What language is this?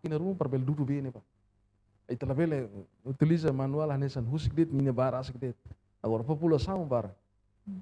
Tetum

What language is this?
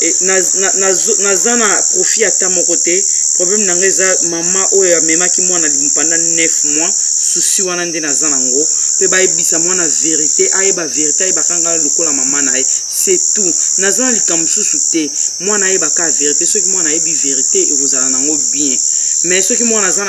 Lingala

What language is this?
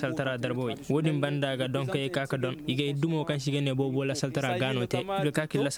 Koyraboro Senni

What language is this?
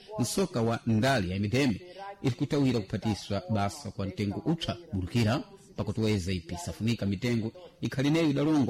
Sena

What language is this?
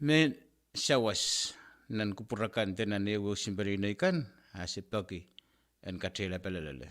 Pohnpeian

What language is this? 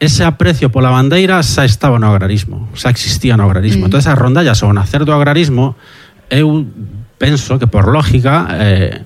Galician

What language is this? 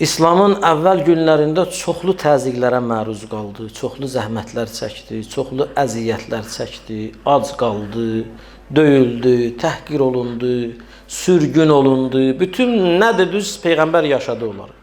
Azerbaijani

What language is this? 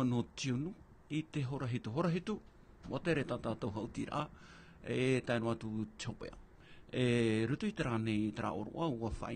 Tahitian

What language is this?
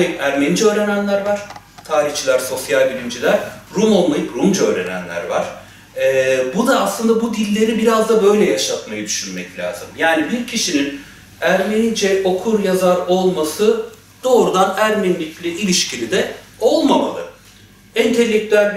Turkish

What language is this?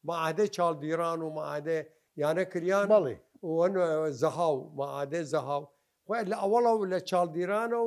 Southern Kurdish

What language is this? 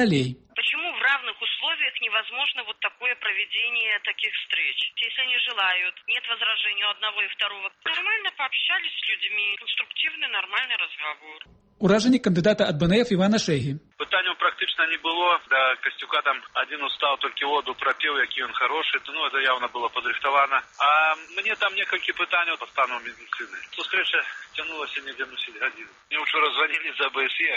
Belarusian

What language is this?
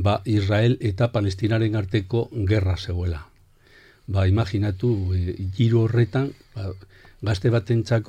Basque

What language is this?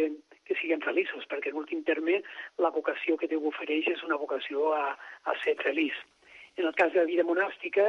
Catalan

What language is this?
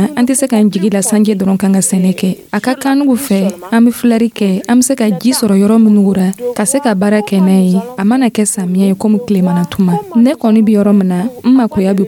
Dyula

